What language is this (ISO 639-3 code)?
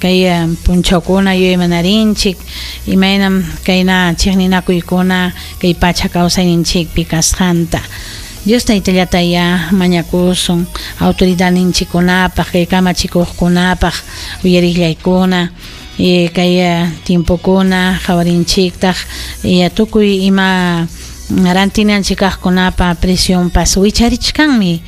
quy